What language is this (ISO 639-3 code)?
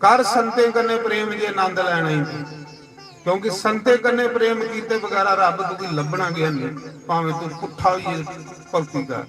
doi